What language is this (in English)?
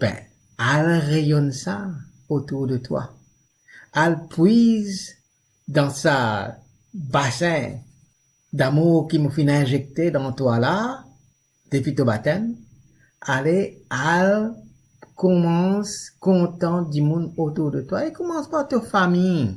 Morisyen